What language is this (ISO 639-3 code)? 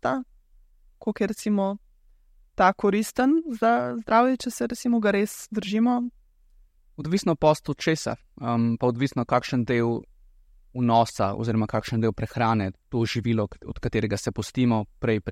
slv